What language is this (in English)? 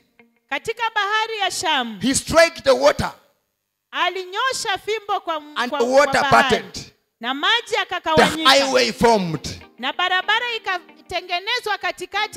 Swahili